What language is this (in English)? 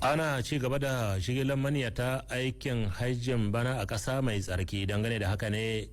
Hausa